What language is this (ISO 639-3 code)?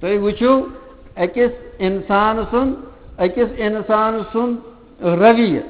kas